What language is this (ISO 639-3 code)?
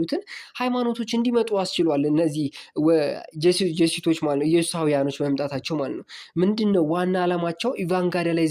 amh